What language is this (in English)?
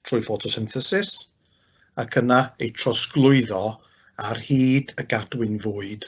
Welsh